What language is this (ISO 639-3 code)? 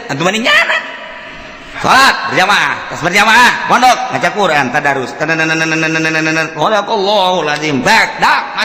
sun